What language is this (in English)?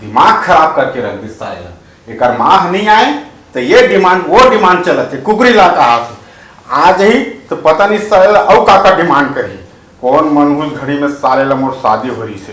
Chhattisgarhi